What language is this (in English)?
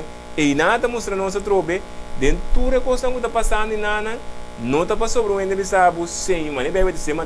Papiamento